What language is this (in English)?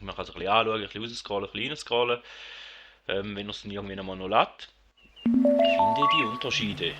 Swiss German